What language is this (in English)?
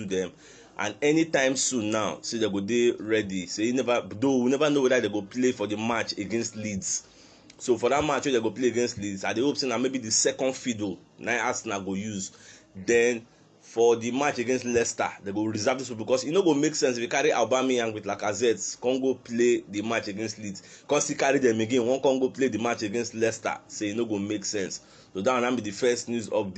Nigerian Pidgin